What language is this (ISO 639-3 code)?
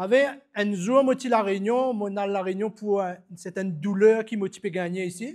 mfe